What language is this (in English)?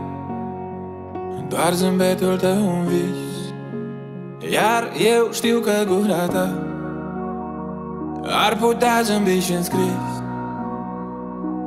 Romanian